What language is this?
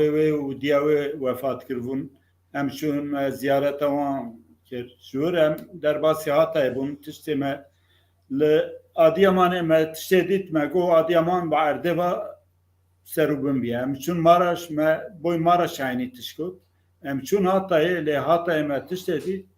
Kurdish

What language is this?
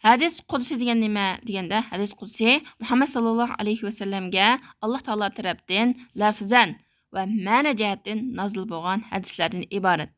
Uyghur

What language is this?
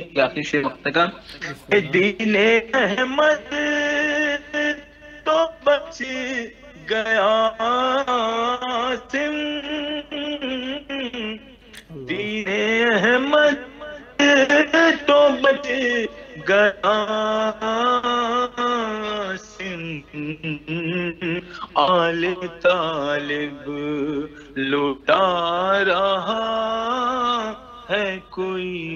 Urdu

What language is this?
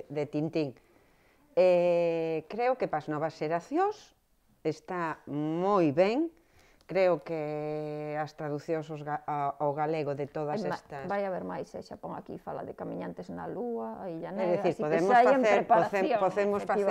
Galician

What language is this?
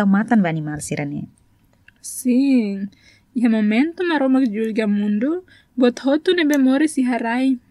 Tetum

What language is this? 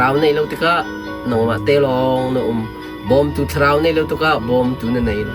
Hakha Chin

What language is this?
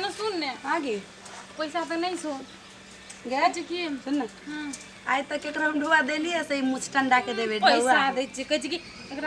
Maithili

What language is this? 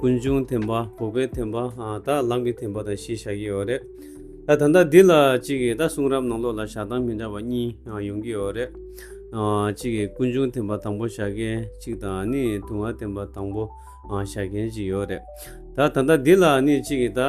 Tibetan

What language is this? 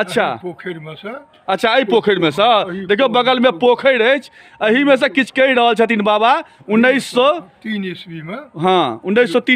Maithili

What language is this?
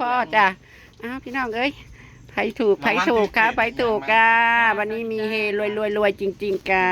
Northeastern Thai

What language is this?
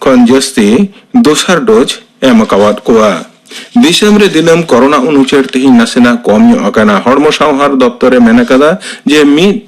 Santali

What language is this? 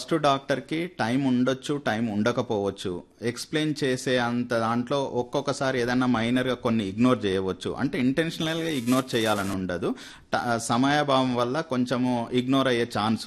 Telugu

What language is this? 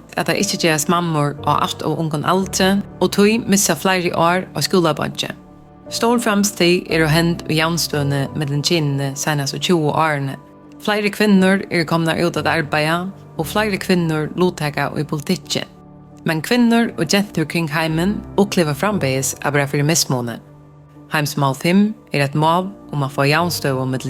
Faroese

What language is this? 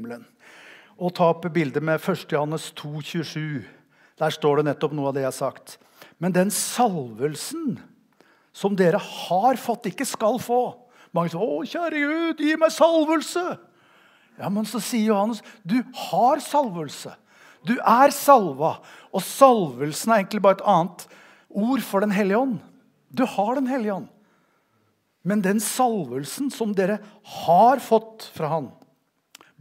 Norwegian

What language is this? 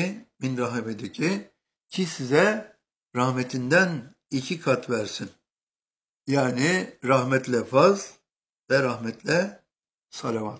Turkish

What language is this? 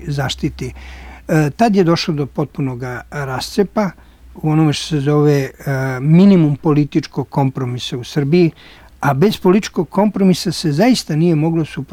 Serbian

